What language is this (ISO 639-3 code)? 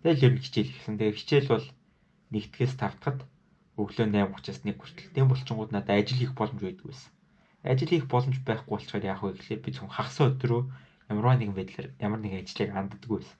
mon